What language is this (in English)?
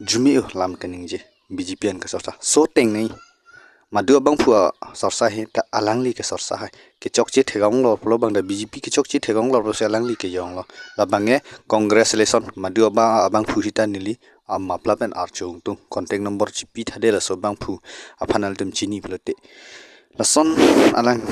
Karbi